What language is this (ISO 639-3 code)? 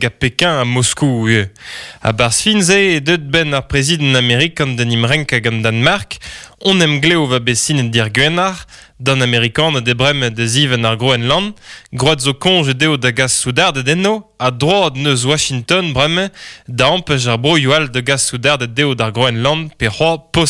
bre